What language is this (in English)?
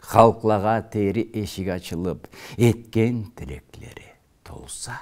Karachay-Balkar